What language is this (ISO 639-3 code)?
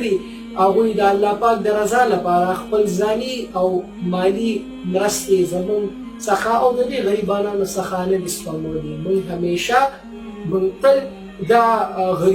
pus